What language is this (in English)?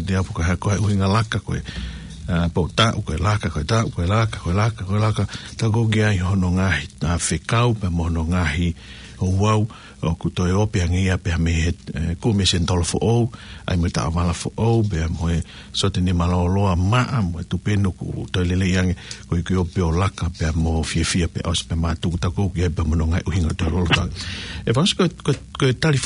Tongan